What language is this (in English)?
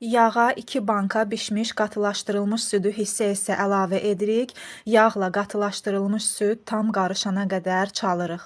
Azerbaijani